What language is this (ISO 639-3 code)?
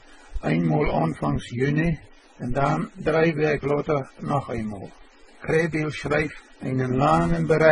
pdt